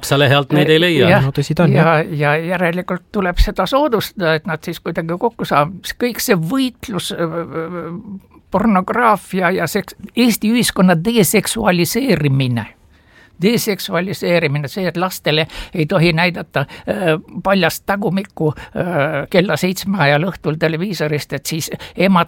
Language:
Estonian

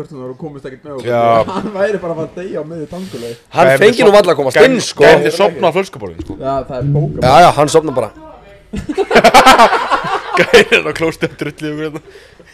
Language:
Icelandic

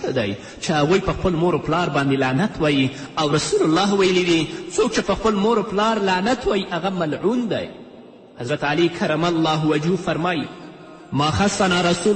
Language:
Pashto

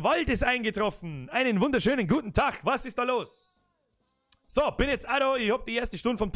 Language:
Bavarian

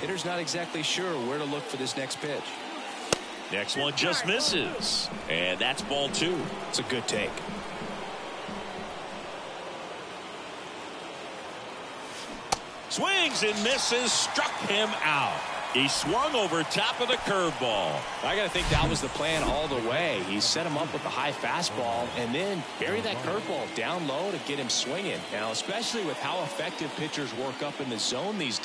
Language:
English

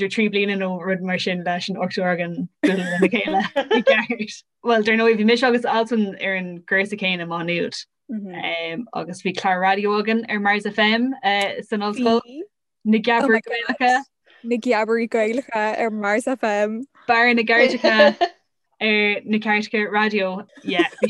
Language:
Irish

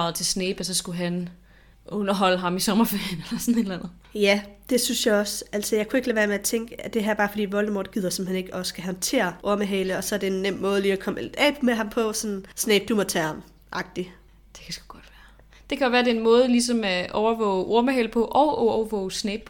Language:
Danish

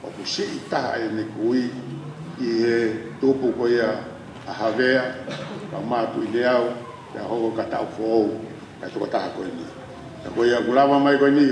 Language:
Tongan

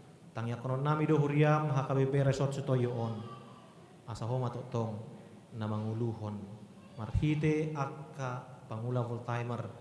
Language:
Batak Toba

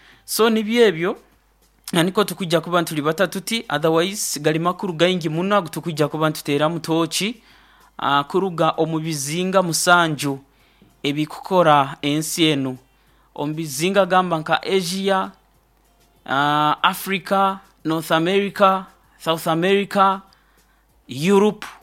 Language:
Nyoro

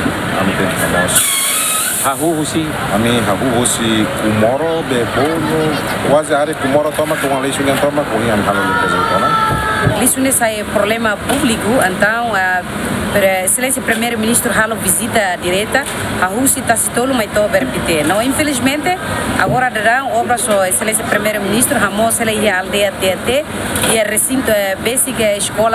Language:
Tetum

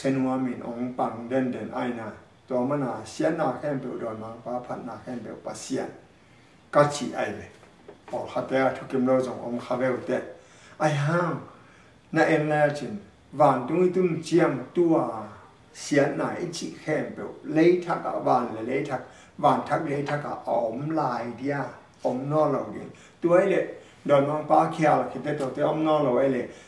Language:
Tedim Chin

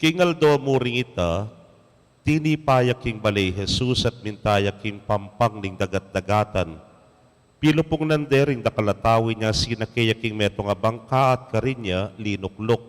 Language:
Pampanga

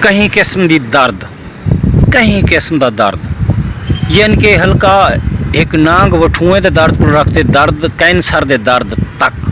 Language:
Saraiki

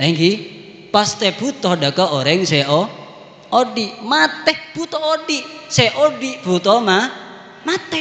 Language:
Madurese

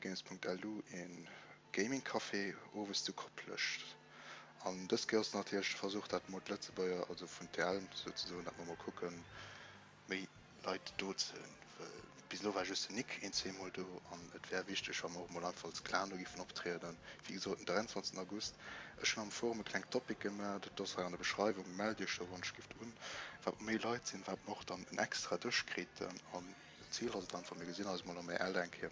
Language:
Luxembourgish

